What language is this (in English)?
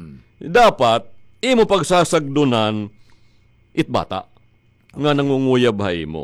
Waray